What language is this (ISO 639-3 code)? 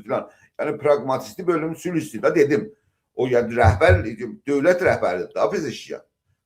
azb